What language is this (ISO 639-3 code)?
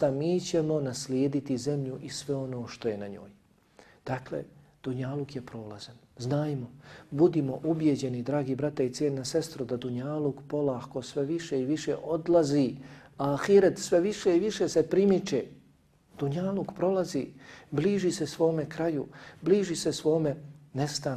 bos